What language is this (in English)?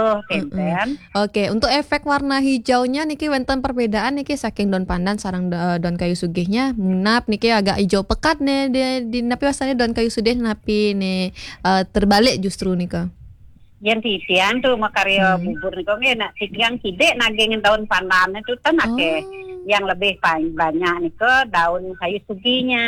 Balinese